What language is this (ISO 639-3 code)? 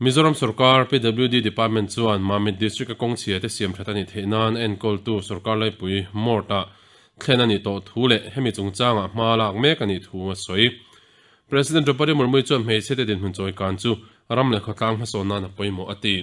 lus